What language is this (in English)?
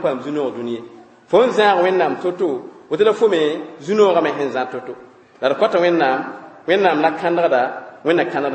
Mossi